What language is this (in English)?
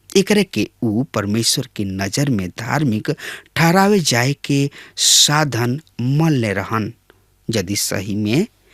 Bhojpuri